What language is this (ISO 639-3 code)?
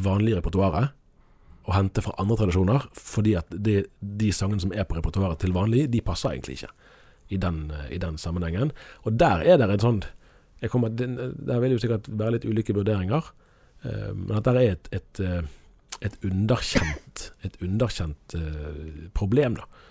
nor